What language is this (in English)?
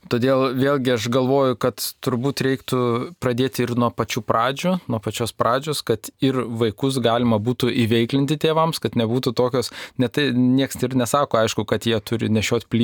Lithuanian